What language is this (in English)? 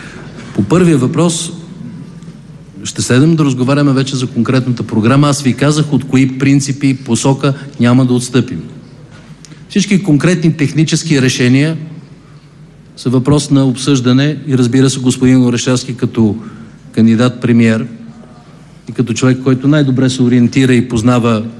Bulgarian